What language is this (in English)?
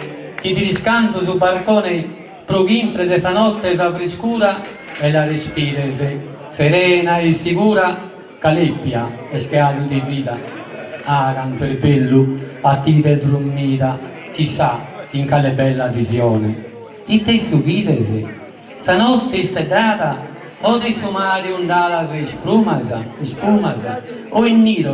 Sardinian